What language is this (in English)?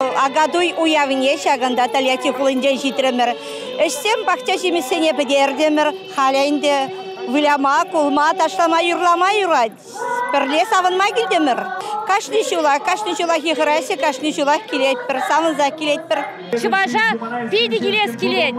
Chuvash